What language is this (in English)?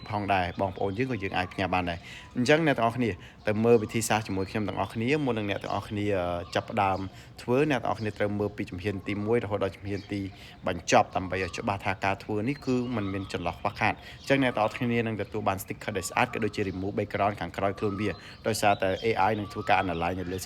Khmer